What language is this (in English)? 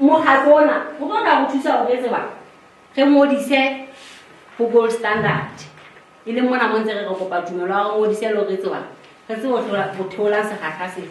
Southern Sotho